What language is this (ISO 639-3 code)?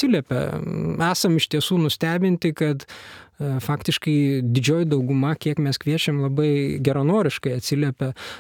lit